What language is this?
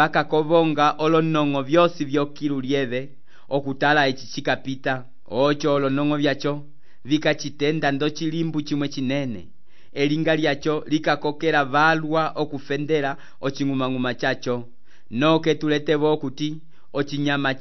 Umbundu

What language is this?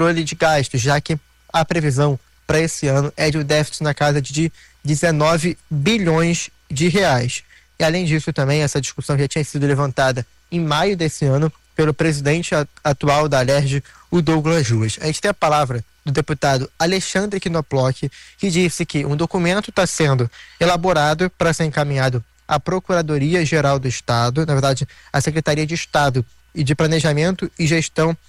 Portuguese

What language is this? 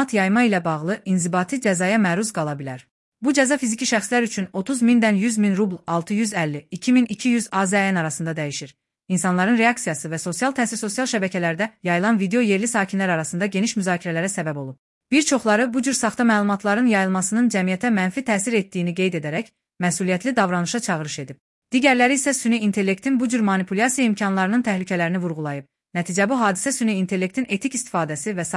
Azerbaijani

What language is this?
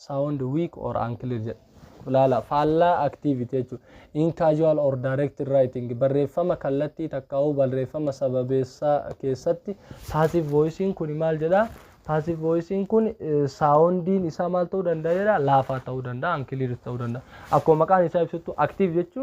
Oromo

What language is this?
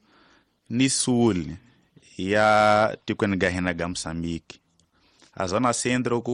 Tsonga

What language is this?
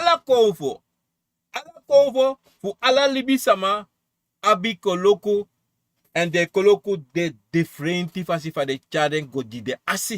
Sranan Tongo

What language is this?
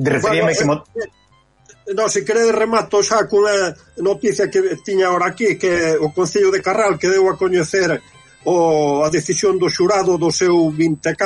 Galician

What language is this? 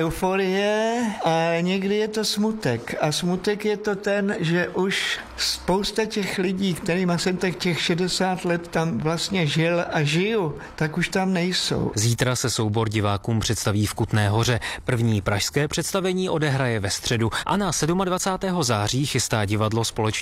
Czech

